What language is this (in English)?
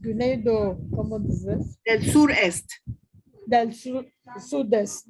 Ladino